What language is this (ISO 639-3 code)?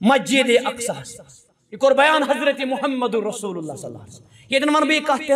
kas